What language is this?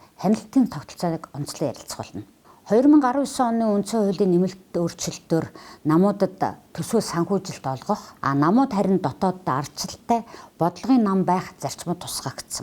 Mongolian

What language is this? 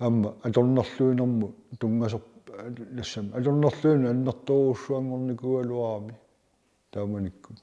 Kalaallisut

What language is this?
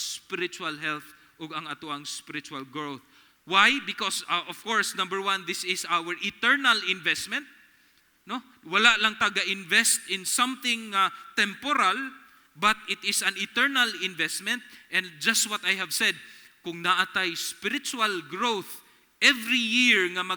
Cebuano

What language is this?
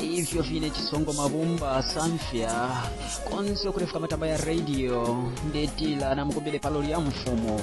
Bemba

